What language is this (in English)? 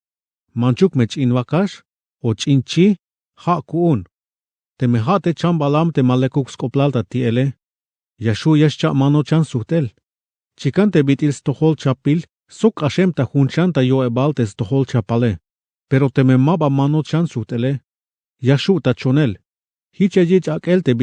Tzeltal